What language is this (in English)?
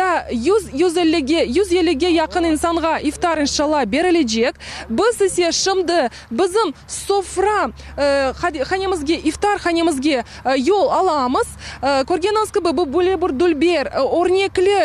Crimean Tatar